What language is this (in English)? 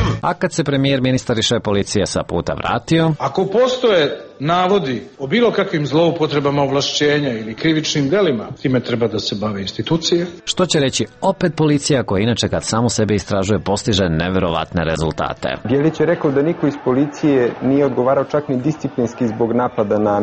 Serbian